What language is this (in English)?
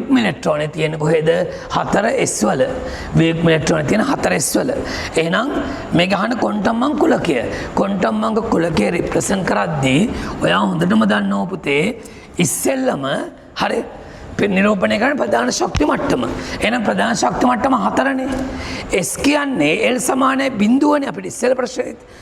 Sinhala